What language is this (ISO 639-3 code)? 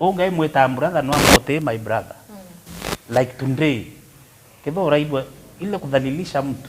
mer